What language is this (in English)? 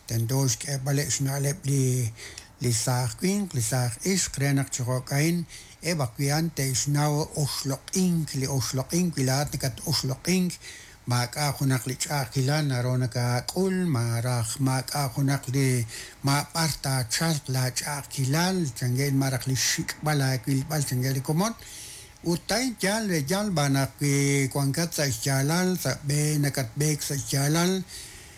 Kekchí